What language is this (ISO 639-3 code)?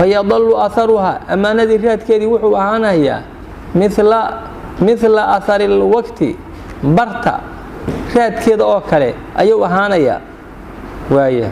som